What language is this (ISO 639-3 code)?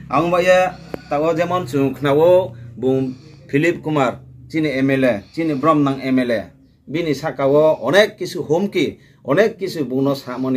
ria